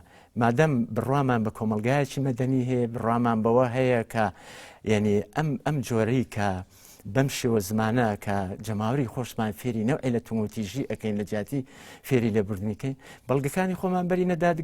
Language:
Central Kurdish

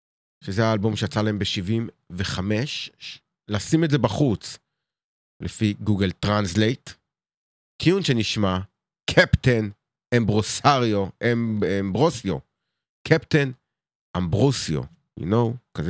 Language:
Hebrew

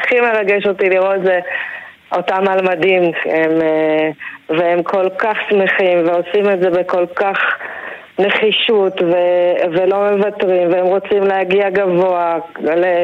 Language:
Hebrew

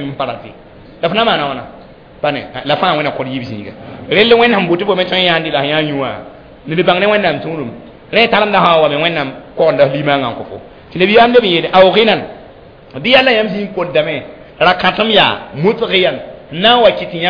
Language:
Mossi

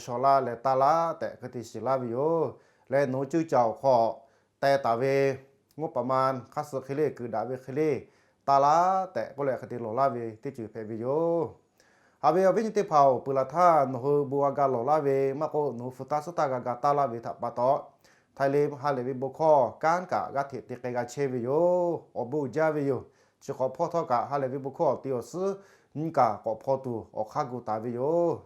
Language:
Lahu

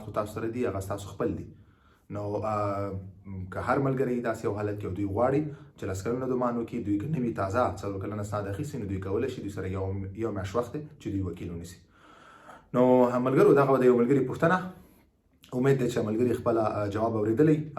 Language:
Pashto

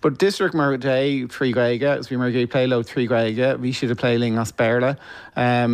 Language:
Irish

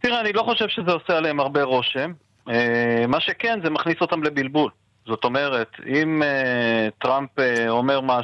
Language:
Hebrew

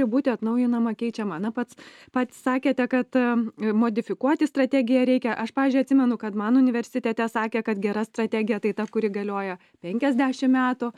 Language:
Lithuanian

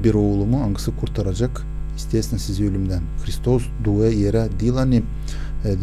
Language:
Gagauz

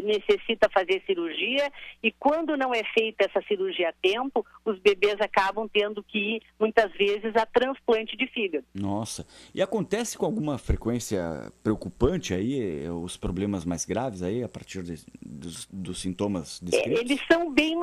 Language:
Portuguese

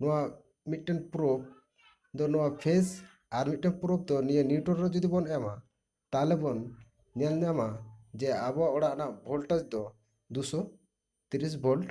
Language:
Santali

